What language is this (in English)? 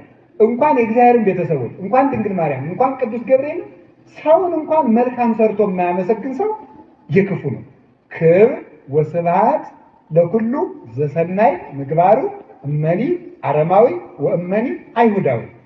Amharic